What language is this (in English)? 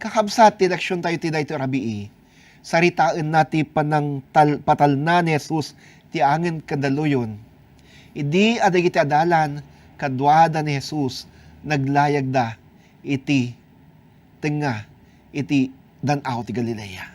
Iloko